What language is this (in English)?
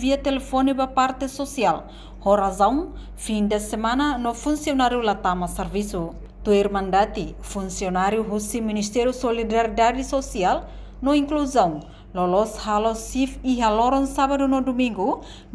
Tetum